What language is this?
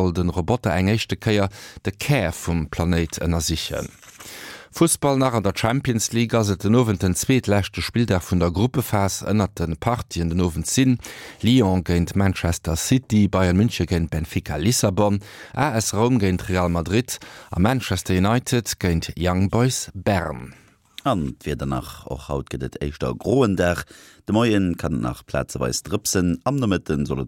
Luxembourgish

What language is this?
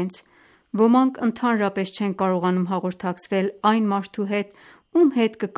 Armenian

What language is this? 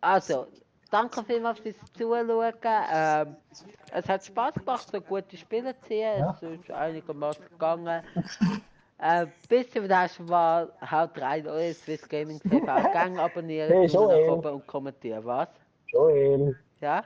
Swiss German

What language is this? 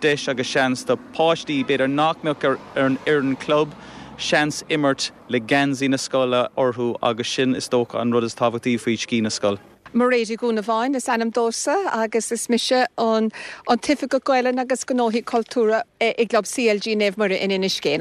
Irish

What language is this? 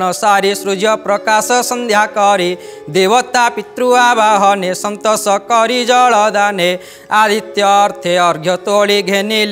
Odia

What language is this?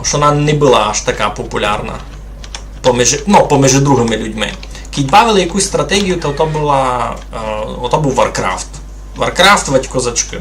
Rusyn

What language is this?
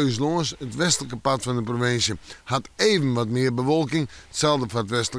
Western Frisian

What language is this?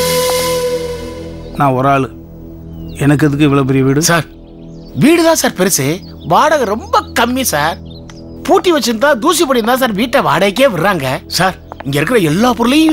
Tamil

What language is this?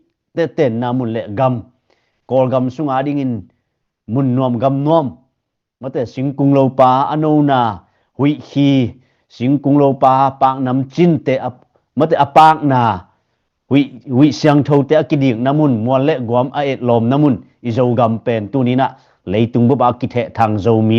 Tedim Chin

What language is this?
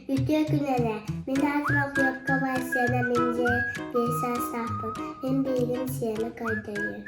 Yakut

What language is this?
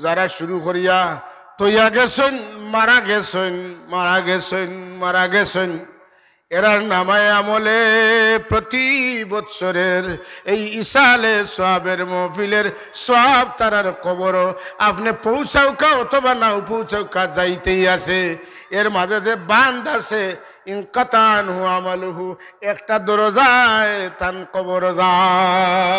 Sylheti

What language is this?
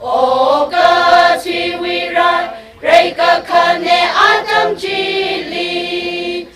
Tangkhul Naga (India)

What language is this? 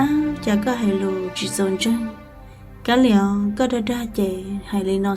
Hmong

